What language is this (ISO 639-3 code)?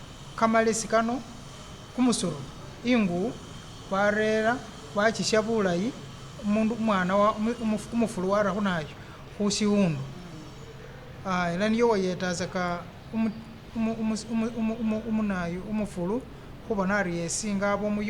myx